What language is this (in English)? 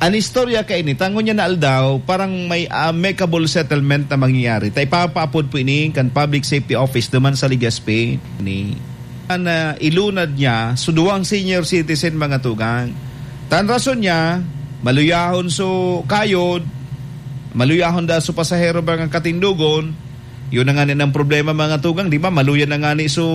Bikol